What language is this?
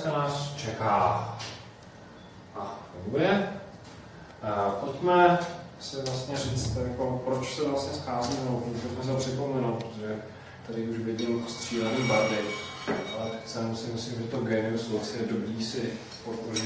Czech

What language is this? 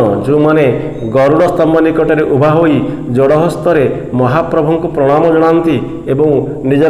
Odia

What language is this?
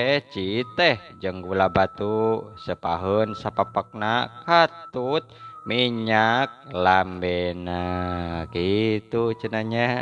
Sundanese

